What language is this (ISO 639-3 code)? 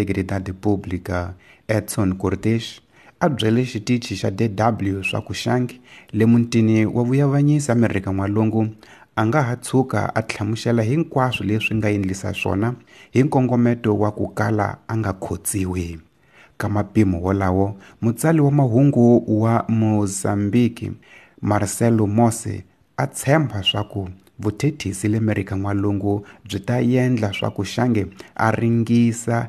tso